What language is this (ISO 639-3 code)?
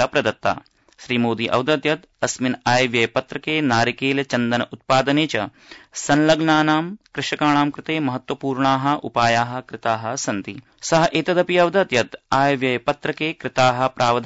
san